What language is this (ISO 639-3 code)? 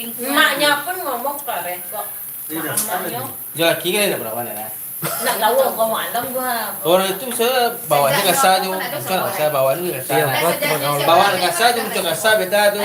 min